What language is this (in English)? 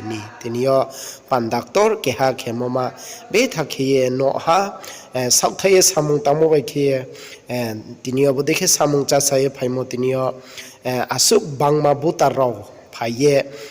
Riang (India)